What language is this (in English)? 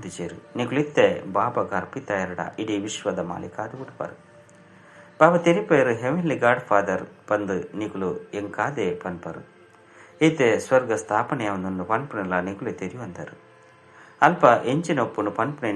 Tulu